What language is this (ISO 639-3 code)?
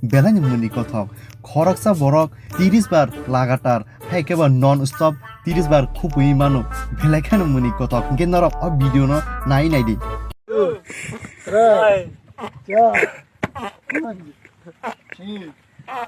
trp